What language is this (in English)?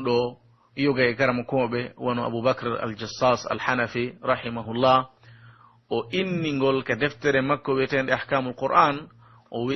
Pular